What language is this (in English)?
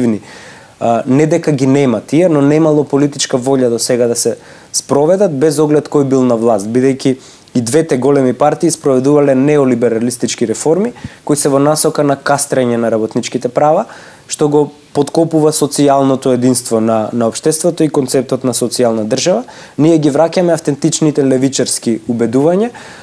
Macedonian